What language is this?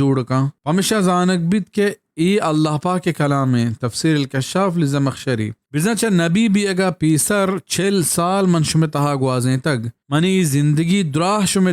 Baluchi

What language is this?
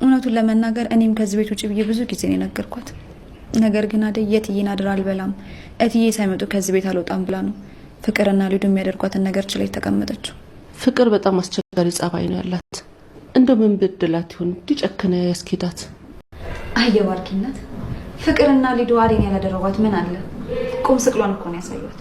Amharic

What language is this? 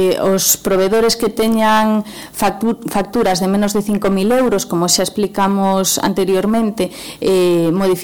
Galician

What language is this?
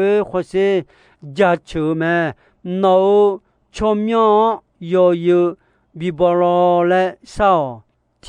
Akha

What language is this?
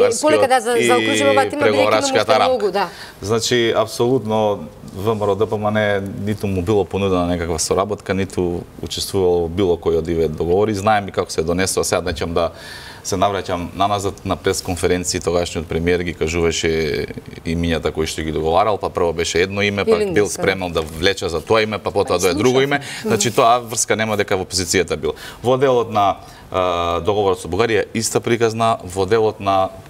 Macedonian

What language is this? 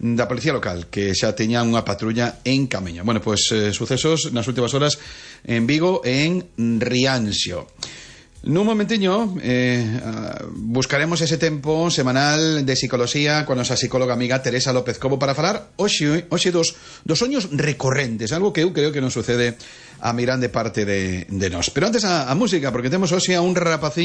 Galician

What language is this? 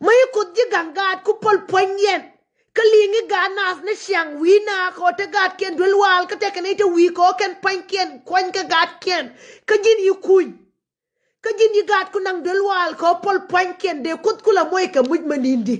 Nuer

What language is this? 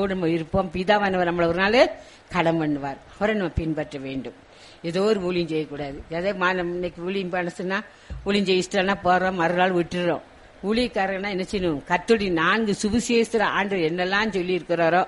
Tamil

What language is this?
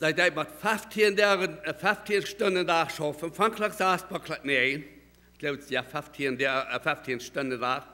Plautdietsch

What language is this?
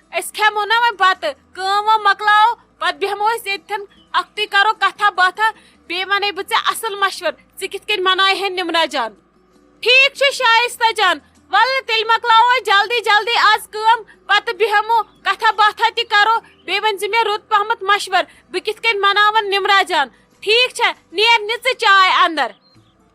Kashmiri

